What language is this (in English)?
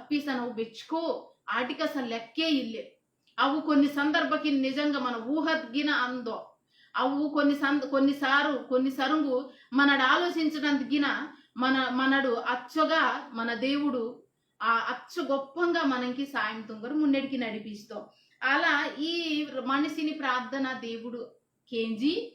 Koya